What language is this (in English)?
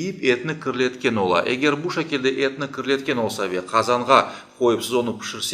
Crimean Tatar